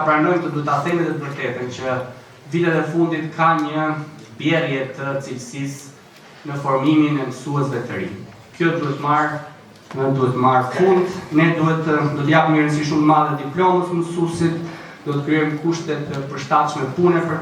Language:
Albanian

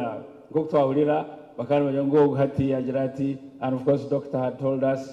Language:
Nyankole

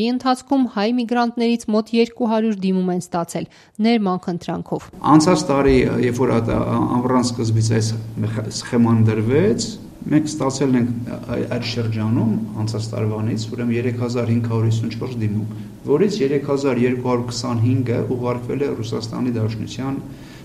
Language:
Armenian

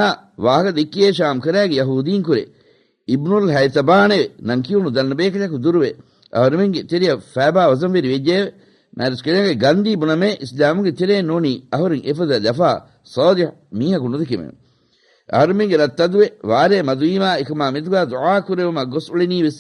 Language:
Divehi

